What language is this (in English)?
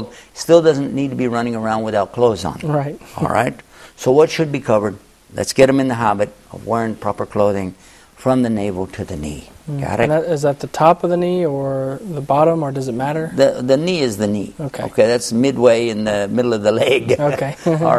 English